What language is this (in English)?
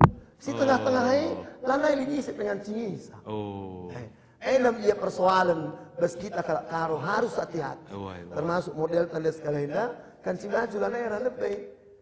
Batak Karo